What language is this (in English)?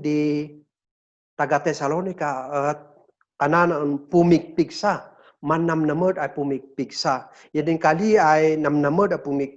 Kankanaey